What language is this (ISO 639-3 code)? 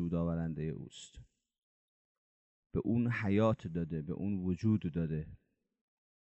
fas